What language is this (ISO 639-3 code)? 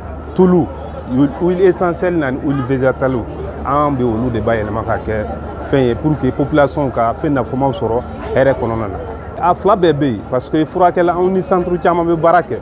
bam